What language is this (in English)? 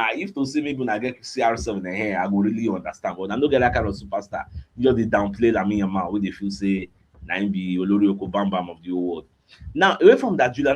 Nigerian Pidgin